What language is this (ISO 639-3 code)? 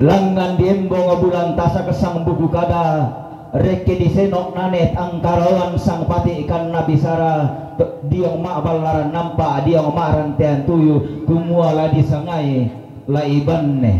sda